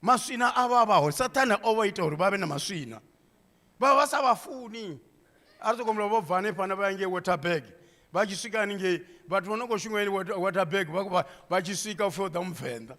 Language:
Venda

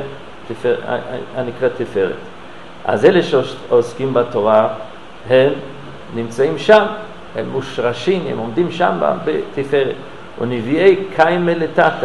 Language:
Hebrew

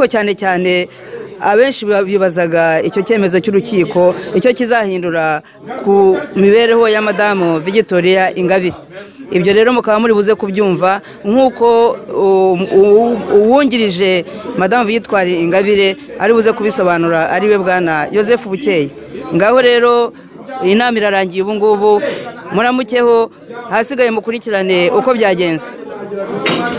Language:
Kinyarwanda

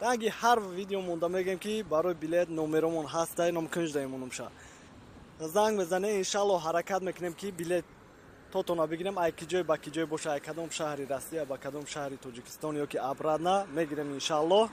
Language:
Tajik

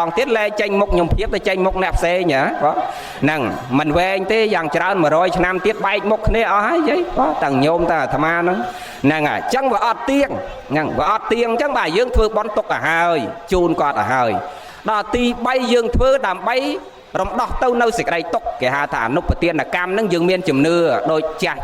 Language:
Khmer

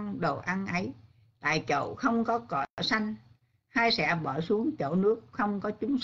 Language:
Vietnamese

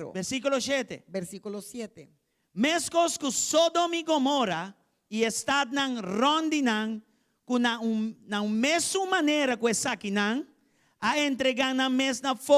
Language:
Papiamento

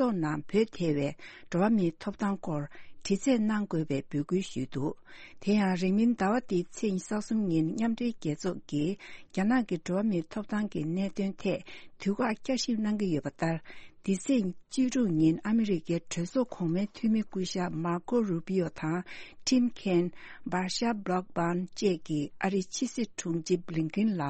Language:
Tibetan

